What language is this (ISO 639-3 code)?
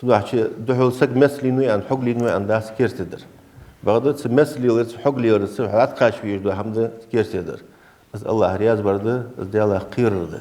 inh